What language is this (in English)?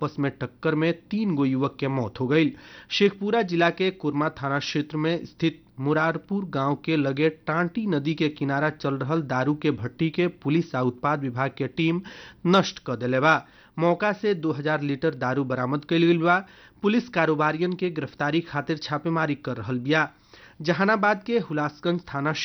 Bhojpuri